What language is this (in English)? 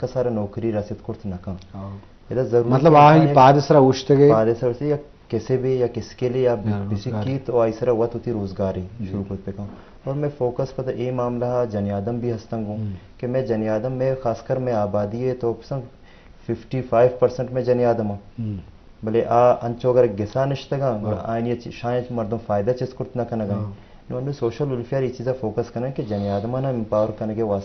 Eastern Balochi